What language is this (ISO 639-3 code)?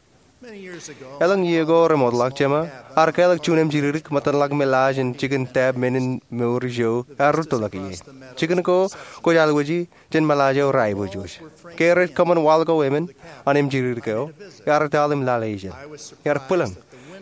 mah